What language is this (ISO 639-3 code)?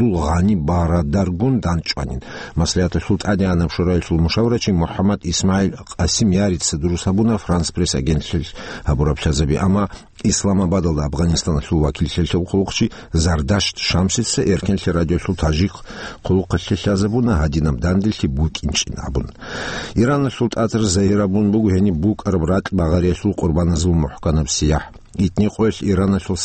ava